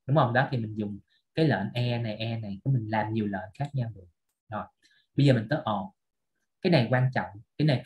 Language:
Vietnamese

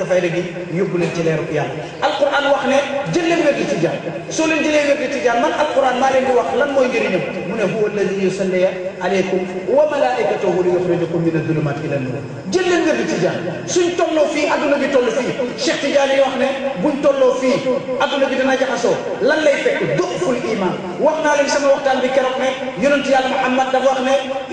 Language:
Wolof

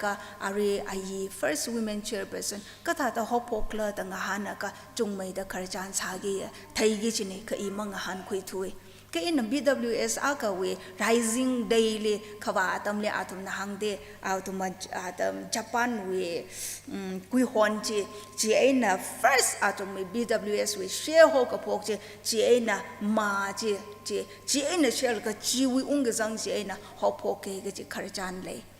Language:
Tangkhul Naga (India)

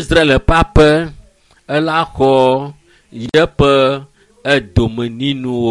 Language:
Ewe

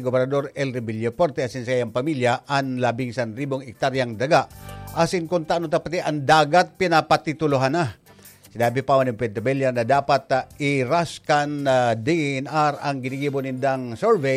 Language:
Bikol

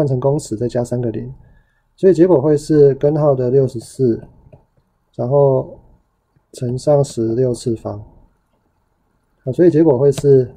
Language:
Chinese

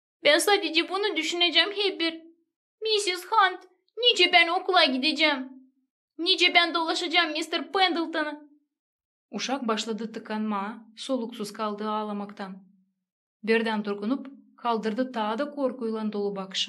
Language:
Gagauz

